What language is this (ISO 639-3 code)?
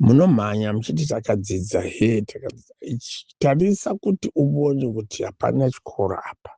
sna